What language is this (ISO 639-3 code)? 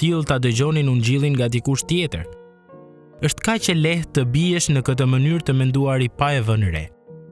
sqi